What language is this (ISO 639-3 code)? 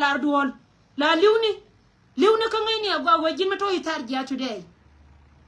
nus